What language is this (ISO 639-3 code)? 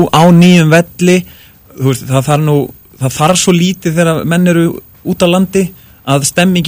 isl